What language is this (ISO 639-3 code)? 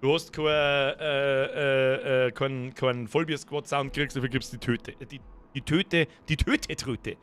bar